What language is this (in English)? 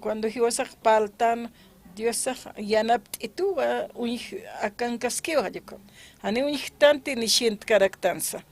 Aymara